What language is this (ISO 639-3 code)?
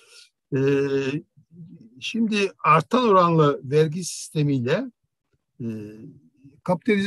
tur